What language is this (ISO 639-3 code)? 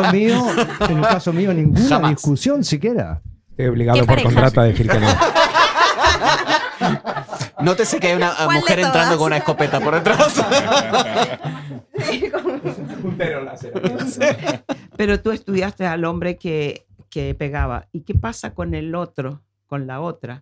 spa